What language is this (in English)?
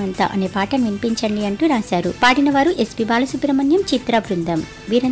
Telugu